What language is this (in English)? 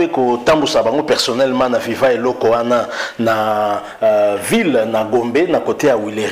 Lingala